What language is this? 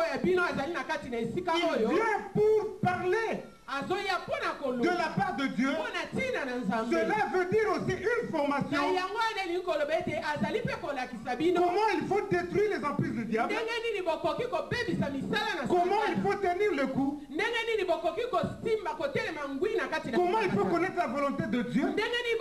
French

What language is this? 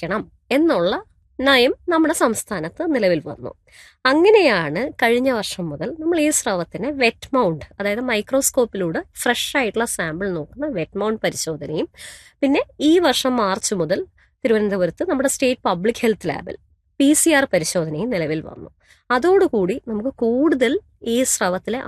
Malayalam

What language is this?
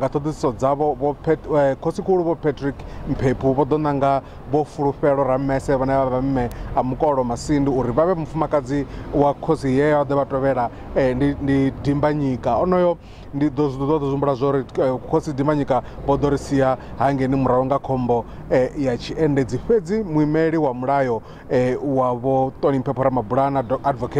Venda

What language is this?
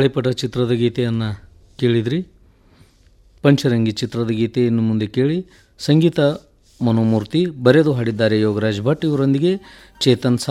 Kannada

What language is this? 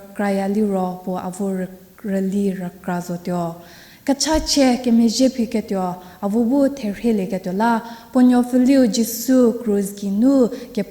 Angami Naga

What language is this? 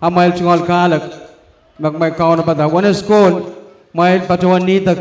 Pohnpeian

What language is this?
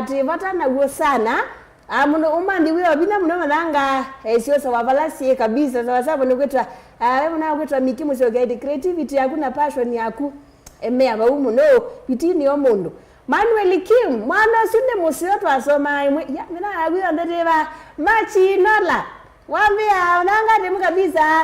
Kamba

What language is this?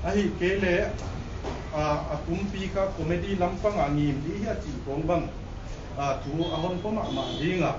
Paite Chin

